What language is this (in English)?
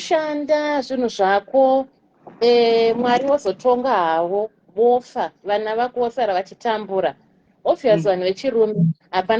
Shona